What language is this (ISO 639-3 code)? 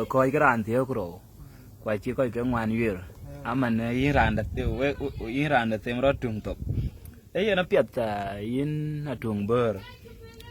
din